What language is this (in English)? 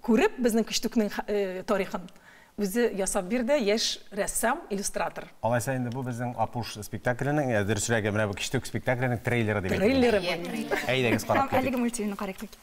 Tatar